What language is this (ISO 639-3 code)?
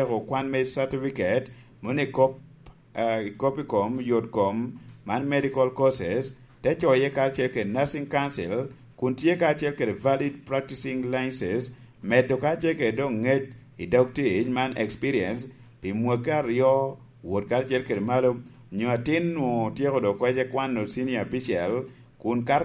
laj